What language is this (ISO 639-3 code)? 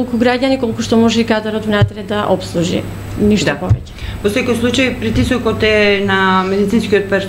mkd